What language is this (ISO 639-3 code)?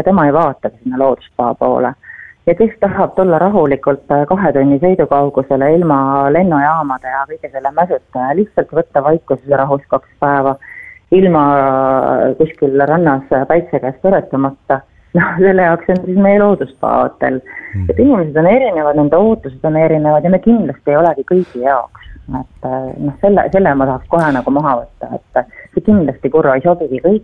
est